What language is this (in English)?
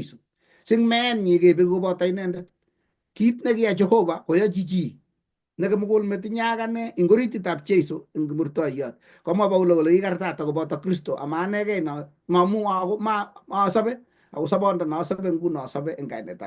Kalenjin